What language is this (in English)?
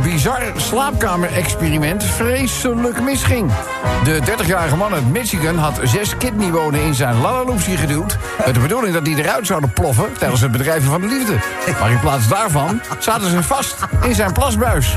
Dutch